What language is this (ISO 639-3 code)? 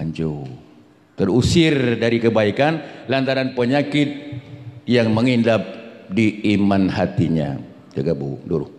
ace